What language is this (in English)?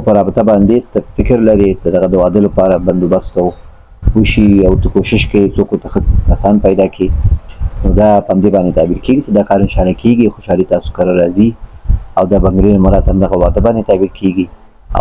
Pashto